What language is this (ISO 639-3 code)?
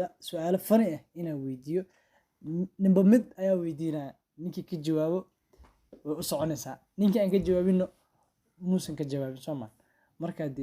som